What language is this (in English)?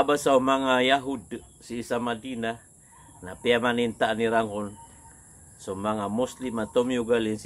Maranao